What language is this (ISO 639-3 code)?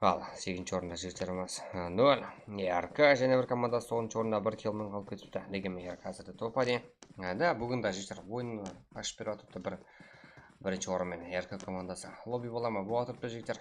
kaa